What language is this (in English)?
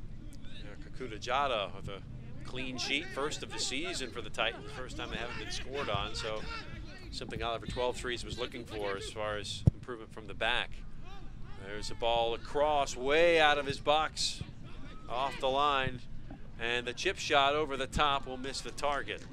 English